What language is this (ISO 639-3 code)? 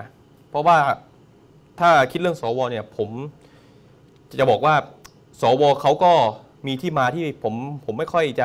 tha